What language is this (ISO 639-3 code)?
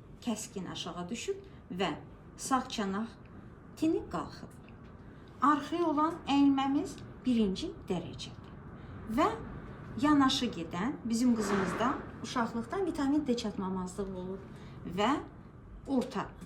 aze